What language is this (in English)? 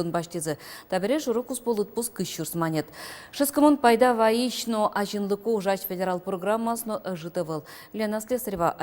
Udmurt